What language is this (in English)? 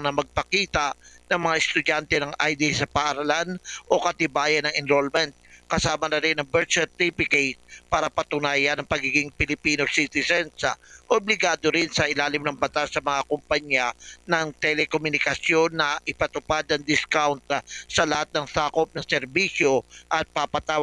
Filipino